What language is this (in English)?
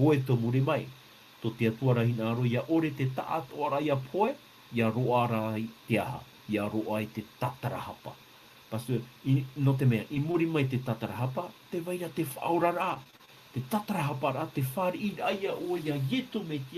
Tahitian